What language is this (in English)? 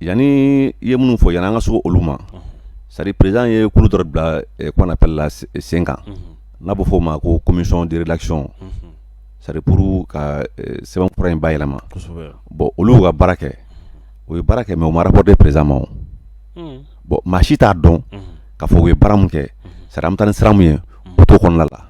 Bambara